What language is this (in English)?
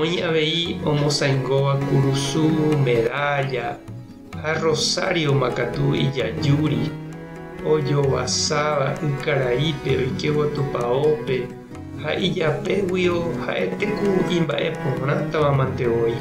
Guarani